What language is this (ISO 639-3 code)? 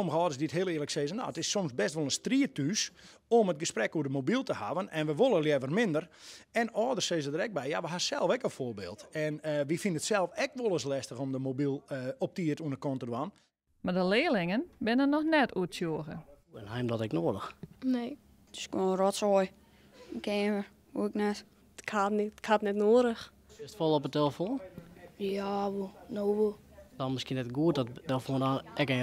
fry